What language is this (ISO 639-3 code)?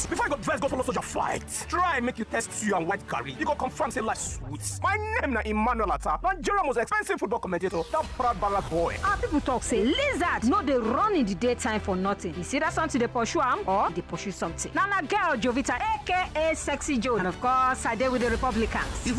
pcm